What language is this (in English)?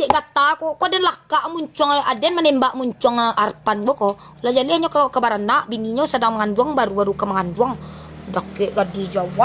Minangkabau